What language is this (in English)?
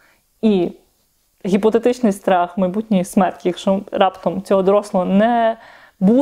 Ukrainian